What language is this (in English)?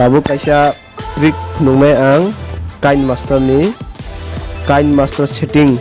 Kok Borok